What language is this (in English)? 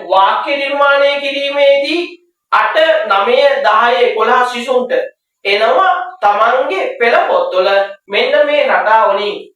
Sinhala